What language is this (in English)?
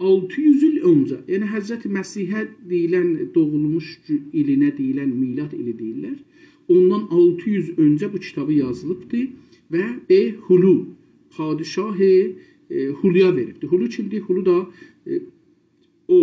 South Azerbaijani